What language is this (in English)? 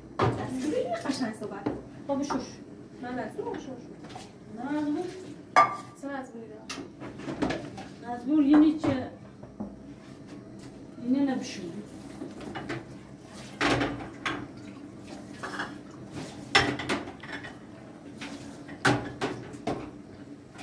Persian